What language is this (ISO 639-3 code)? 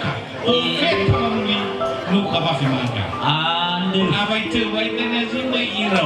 nia